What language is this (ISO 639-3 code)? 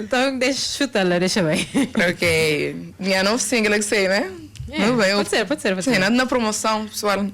kea